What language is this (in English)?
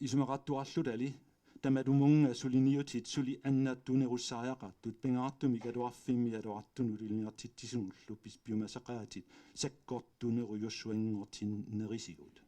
Kalaallisut